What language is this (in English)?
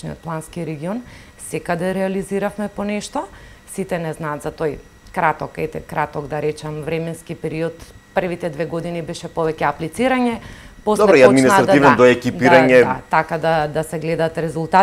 Macedonian